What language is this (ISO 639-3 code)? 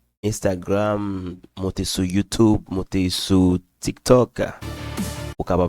hat